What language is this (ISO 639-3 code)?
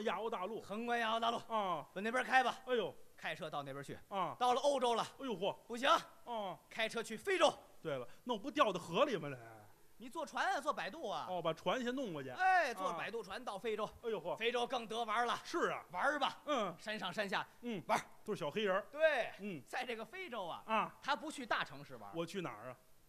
zho